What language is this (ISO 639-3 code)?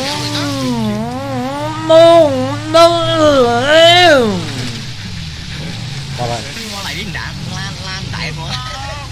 vie